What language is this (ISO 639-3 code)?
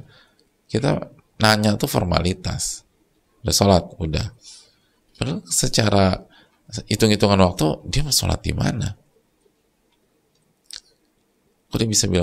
ind